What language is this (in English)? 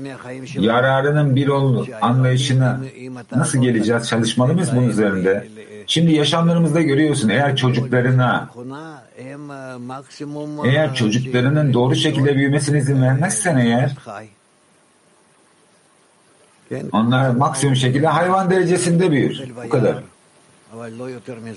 Turkish